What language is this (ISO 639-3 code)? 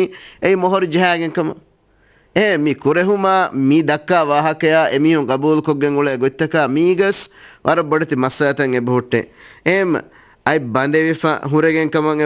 div